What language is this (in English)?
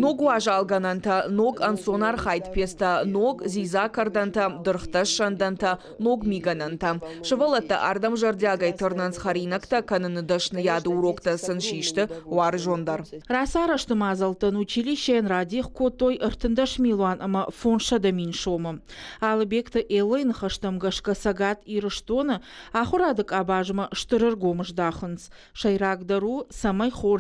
Ossetic